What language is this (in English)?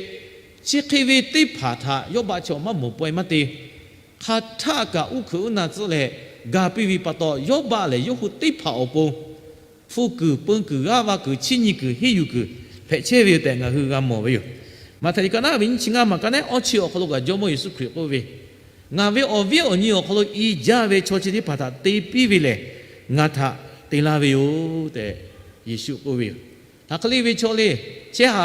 Lahu